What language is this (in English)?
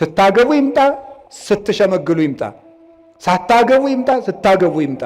Amharic